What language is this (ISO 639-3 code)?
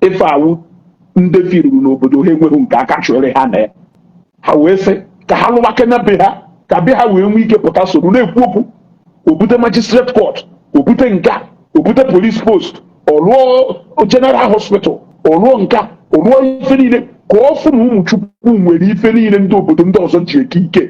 ibo